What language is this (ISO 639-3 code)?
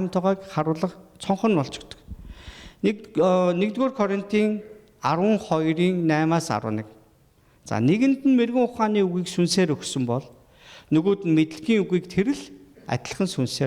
mon